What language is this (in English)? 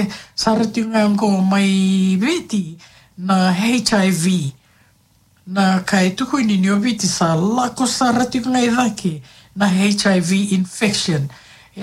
Fijian